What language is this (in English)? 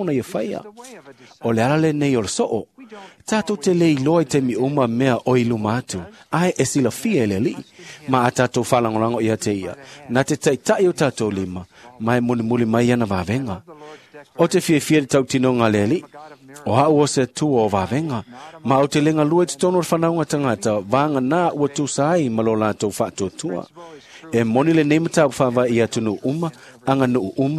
Samoan